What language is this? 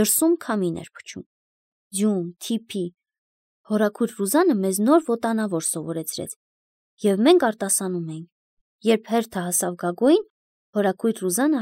Armenian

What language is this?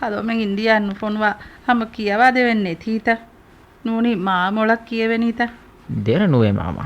Divehi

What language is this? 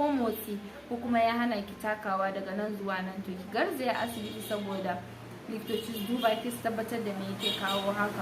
Hausa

